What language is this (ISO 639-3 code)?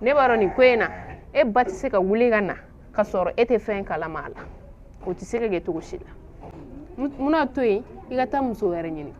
bam